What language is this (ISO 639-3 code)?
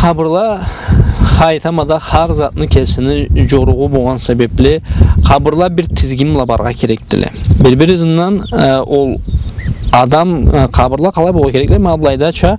krc